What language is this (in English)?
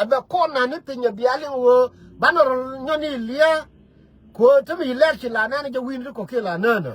Nuer